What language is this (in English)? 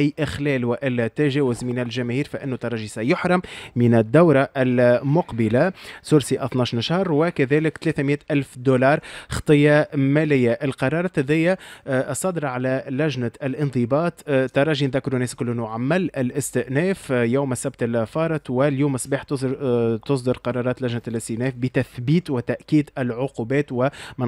Tunisian Arabic